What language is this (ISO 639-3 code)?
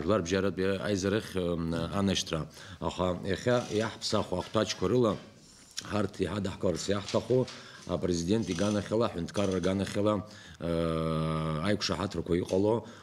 abk